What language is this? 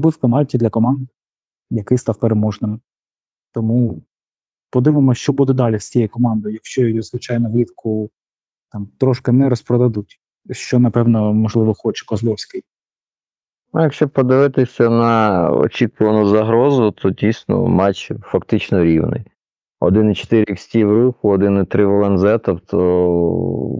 Ukrainian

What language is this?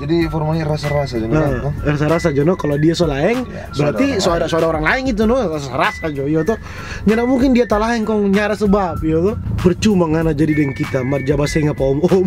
Manado Malay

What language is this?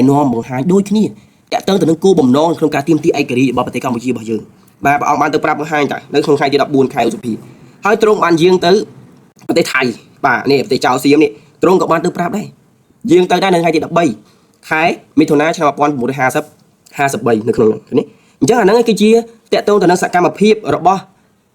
Khmer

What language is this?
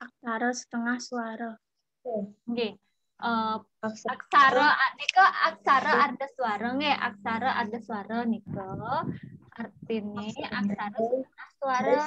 Balinese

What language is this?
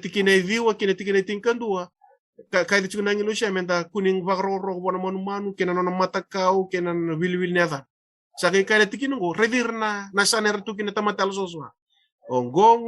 Fijian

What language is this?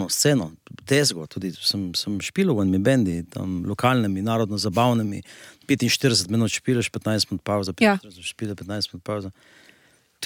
Slovenian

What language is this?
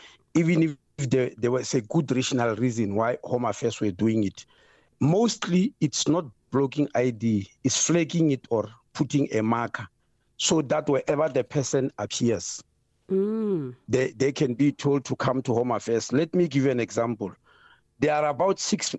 English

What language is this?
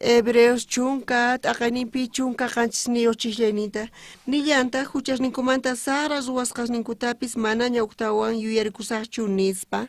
South Bolivian Quechua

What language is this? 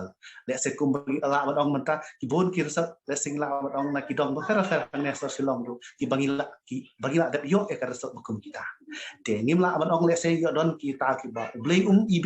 Khasi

